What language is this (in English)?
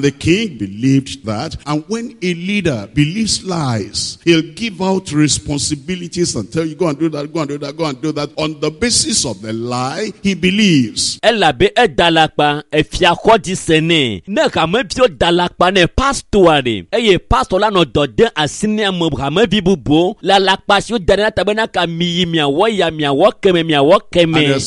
Ewe